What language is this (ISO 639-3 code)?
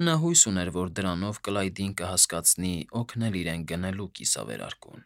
hye